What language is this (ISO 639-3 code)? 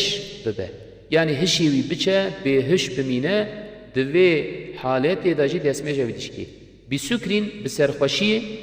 kur